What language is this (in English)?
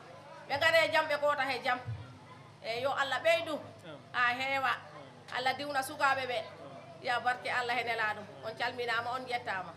Fula